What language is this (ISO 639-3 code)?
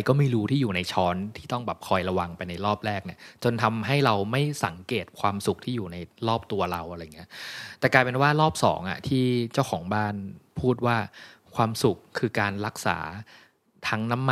tha